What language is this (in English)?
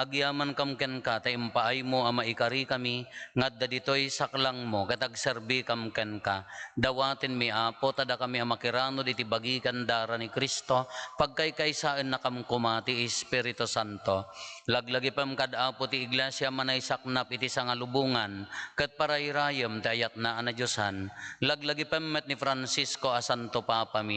Iloko